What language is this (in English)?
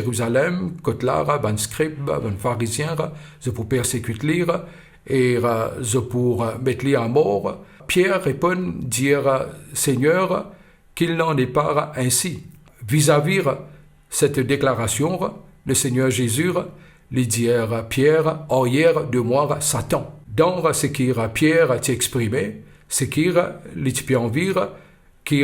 Morisyen